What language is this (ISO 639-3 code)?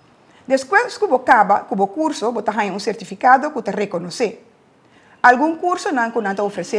pap